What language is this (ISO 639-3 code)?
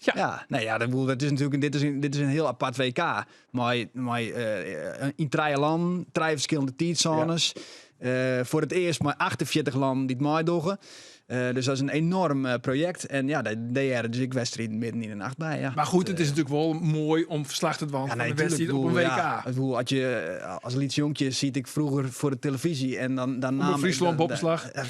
fry